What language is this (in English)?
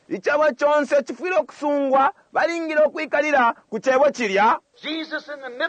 Bemba